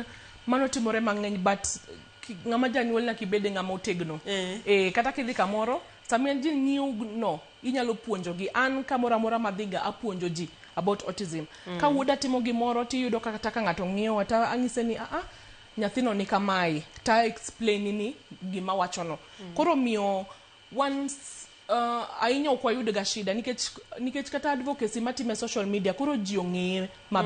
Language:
Luo (Kenya and Tanzania)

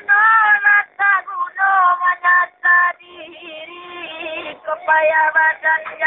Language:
Minangkabau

